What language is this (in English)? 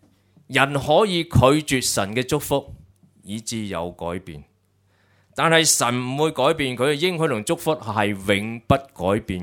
Cantonese